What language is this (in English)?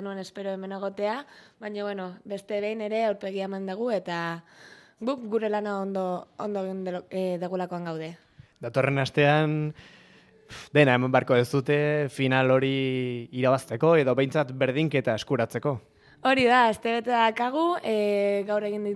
Basque